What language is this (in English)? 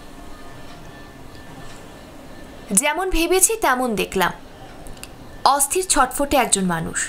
Bangla